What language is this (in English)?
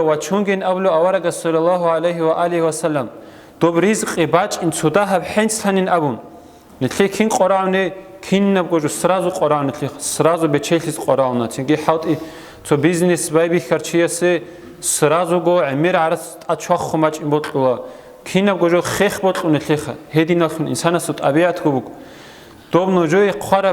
Avaric